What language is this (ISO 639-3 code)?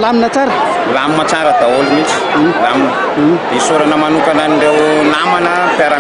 mlg